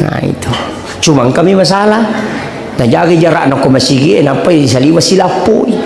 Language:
Buginese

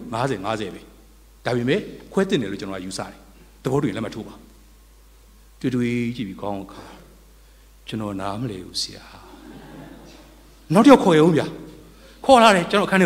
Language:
Burmese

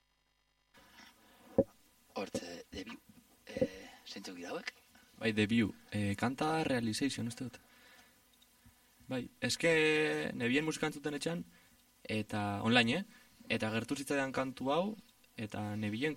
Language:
Basque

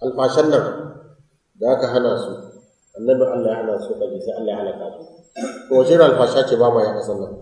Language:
Hausa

